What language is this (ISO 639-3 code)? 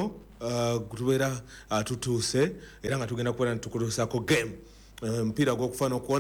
lug